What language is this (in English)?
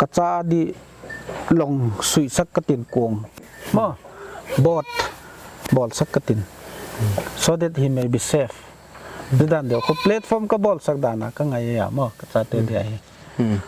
Paite Chin